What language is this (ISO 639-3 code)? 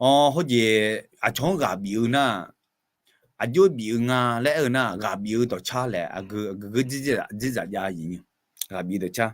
ahk